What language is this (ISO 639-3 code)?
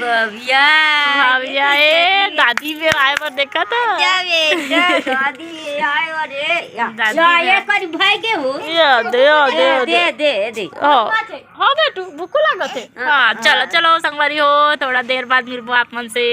hne